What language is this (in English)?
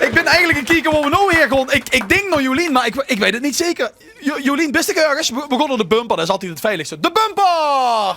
Limburgish